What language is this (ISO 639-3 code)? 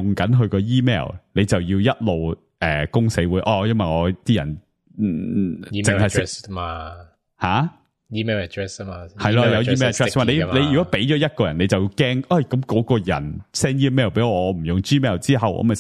yue